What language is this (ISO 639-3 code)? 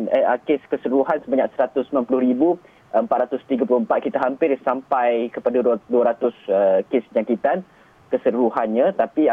msa